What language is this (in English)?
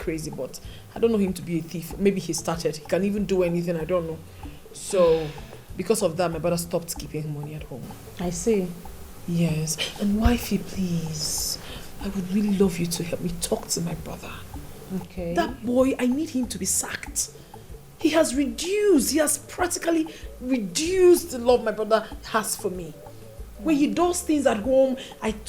Nigerian Pidgin